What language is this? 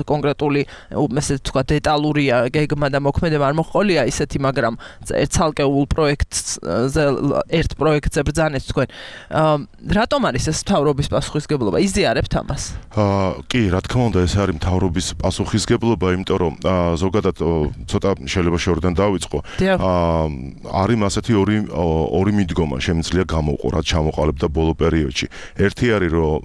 Georgian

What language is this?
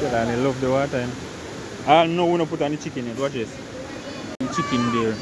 Jamaican Creole English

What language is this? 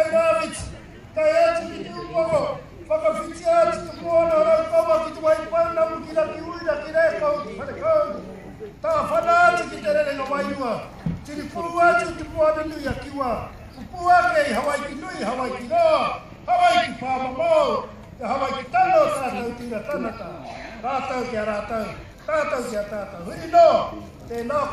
Māori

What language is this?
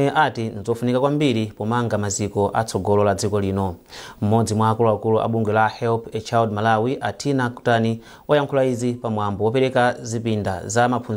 Nyanja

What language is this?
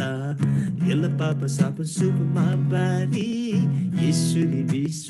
Eastern Tamang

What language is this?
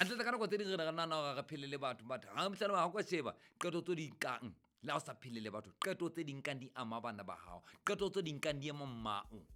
Southern Sotho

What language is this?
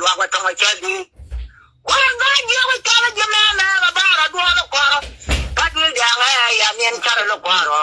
Nuer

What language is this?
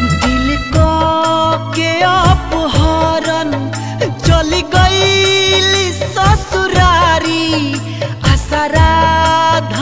Bhojpuri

